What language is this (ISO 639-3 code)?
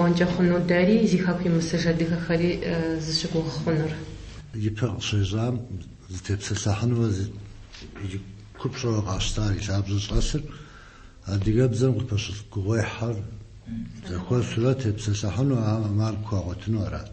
kbd